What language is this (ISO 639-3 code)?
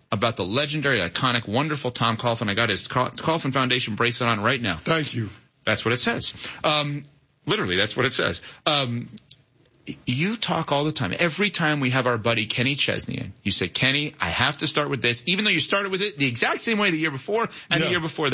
eng